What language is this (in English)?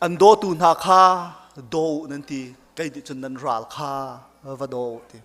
Hakha Chin